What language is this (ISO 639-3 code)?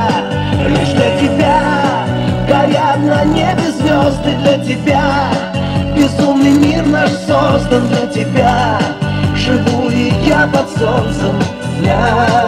rus